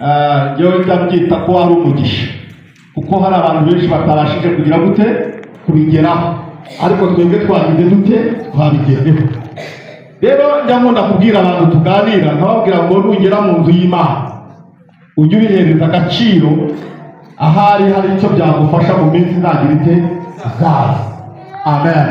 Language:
Kinyarwanda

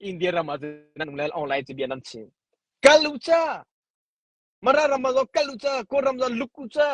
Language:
Hakha Chin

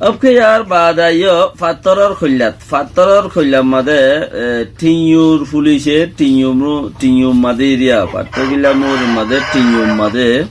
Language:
Rohingya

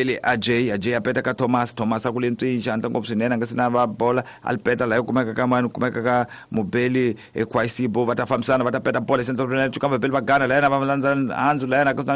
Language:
Tsonga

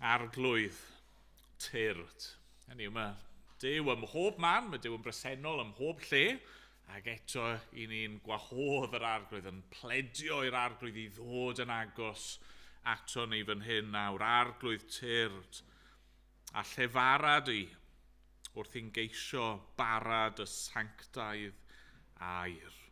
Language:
Welsh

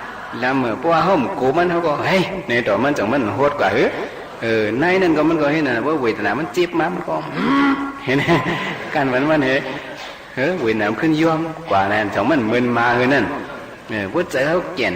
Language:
Shan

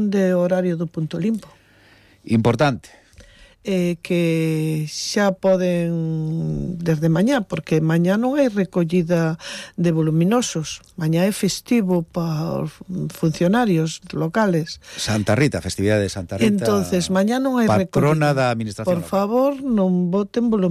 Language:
Galician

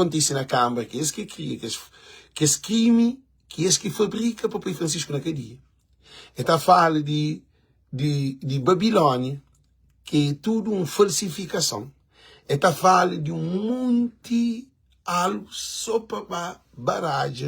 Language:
Kabuverdianu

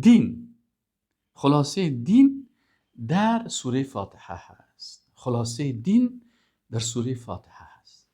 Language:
Persian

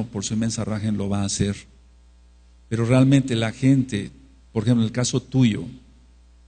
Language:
Spanish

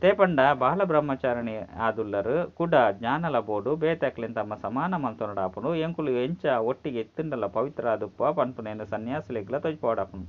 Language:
Tulu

